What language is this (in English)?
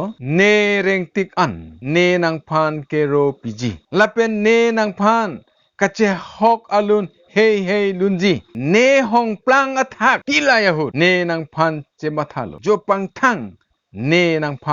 Karbi